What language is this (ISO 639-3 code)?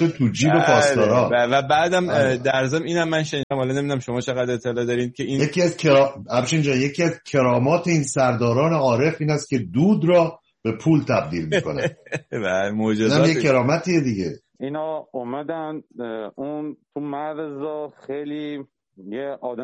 fas